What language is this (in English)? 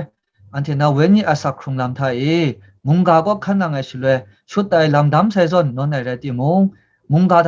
Kachin